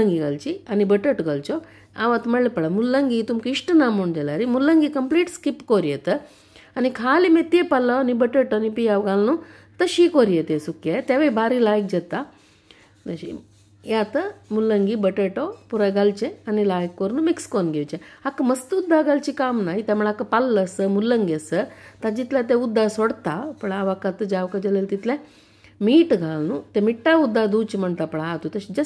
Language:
Konkani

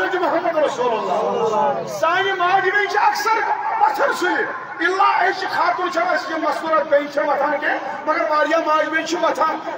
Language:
Kashmiri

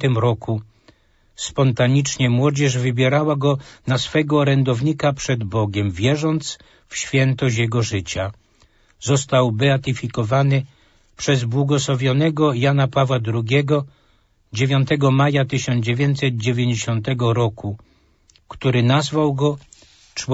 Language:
Polish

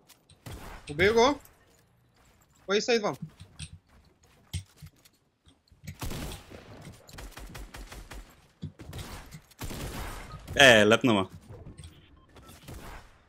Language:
Bulgarian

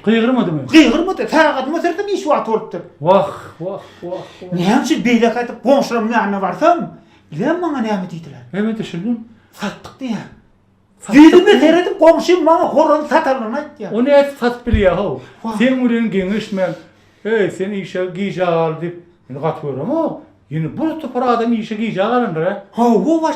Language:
Turkmen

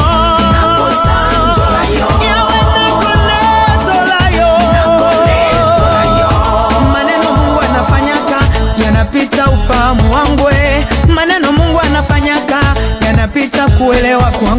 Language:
Swahili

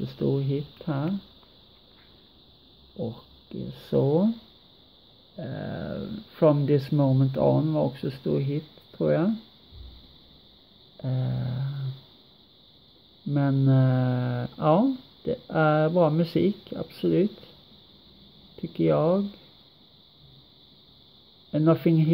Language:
Swedish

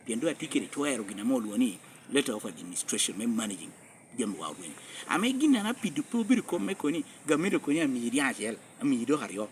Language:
Lango (Uganda)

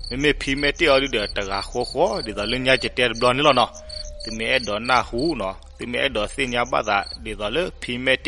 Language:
S'gaw Karen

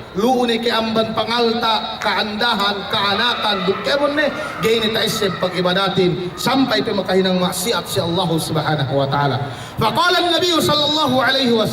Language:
Yakan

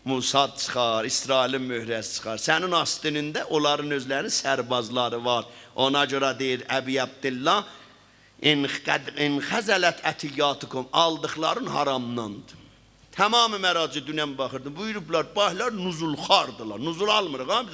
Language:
South Azerbaijani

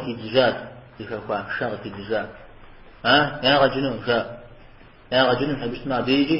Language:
Kabardian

